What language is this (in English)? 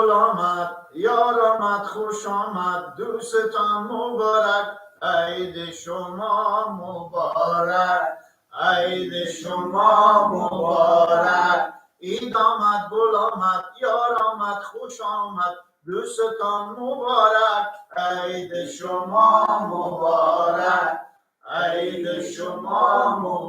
Persian